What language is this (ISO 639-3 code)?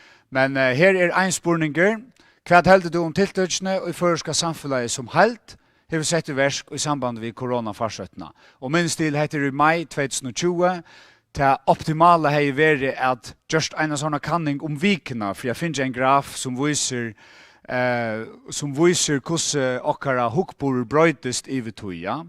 fao